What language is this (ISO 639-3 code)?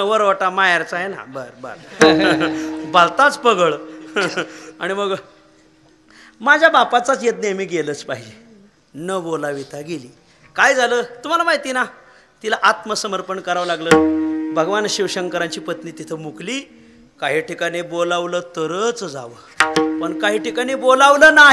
mar